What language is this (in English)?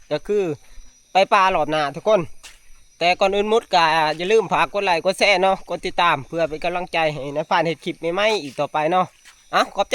Northeastern Thai